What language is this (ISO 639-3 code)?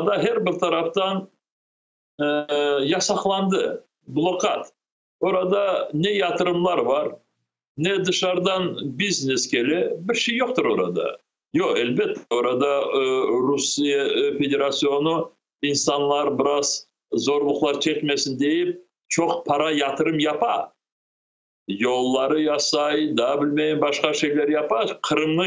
crh